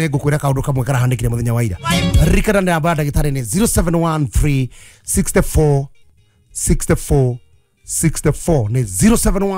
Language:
Kikuyu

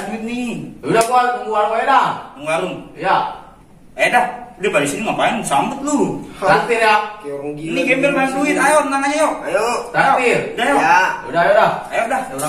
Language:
Betawi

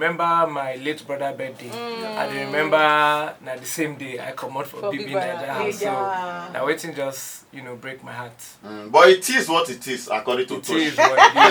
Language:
Nigerian Pidgin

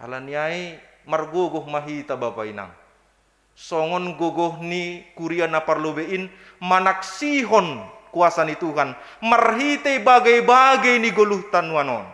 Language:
Batak Simalungun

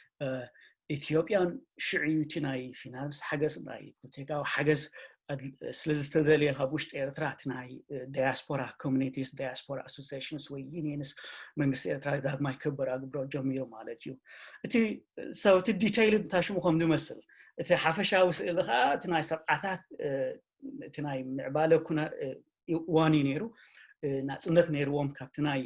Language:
Tigrinya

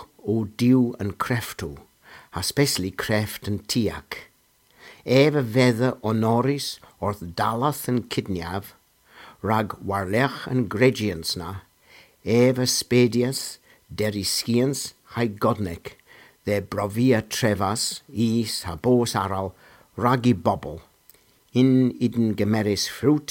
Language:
Cornish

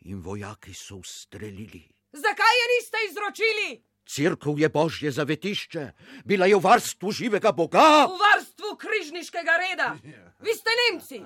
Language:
Slovenian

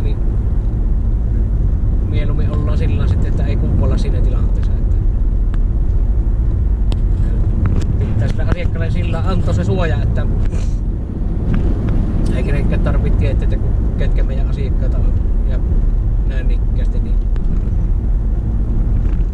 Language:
Finnish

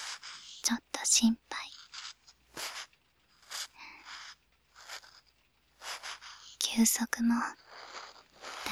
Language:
Japanese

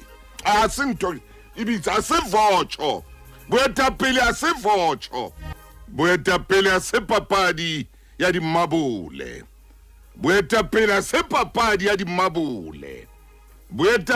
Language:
Southern Sotho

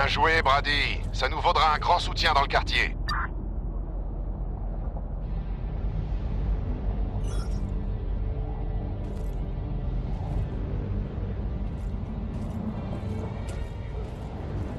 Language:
French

